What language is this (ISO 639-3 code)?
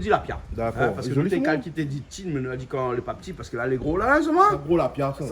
rcf